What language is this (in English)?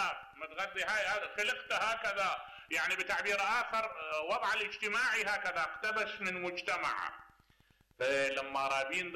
Mesopotamian Arabic